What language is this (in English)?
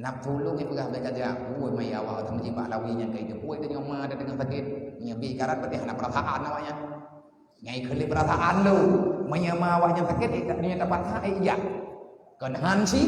Achinese